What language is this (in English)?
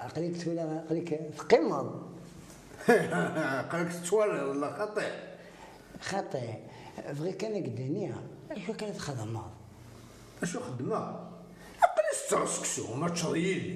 Kabyle